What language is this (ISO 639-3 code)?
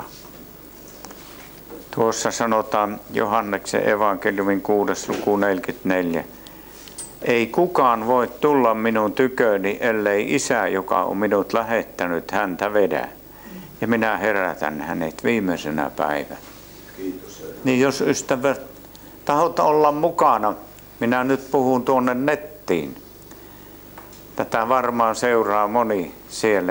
fin